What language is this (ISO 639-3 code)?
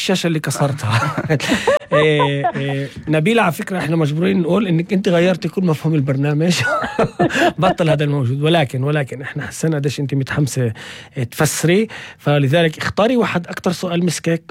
apc